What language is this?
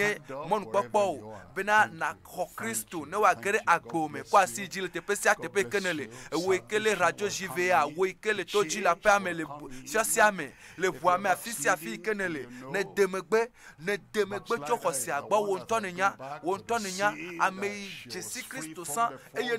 Ewe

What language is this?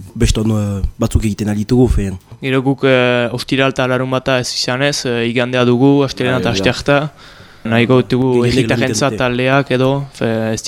Basque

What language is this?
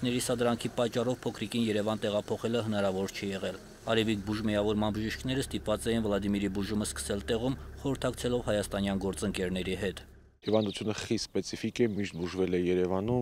Armenian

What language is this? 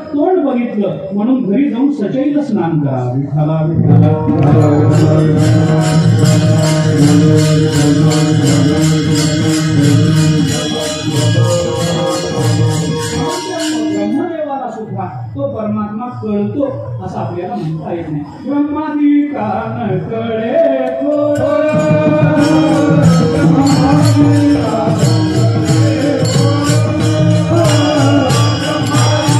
Marathi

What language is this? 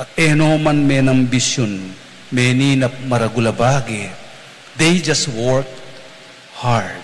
Pampanga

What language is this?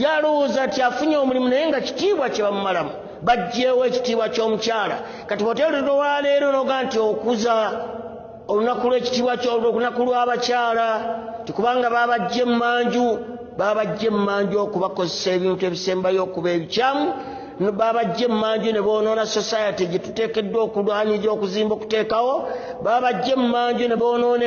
Ganda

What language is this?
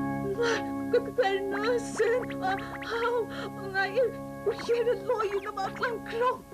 Faroese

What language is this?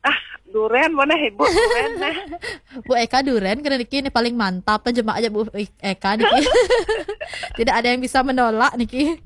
Balinese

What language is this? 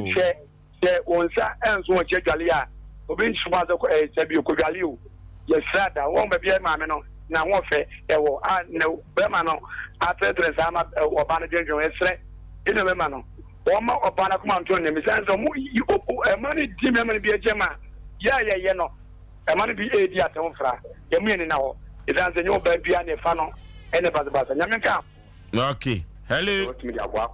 Akan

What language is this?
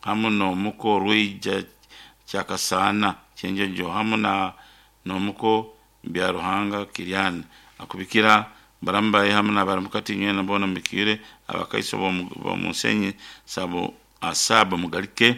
Nyoro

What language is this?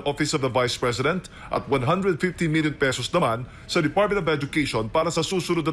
Filipino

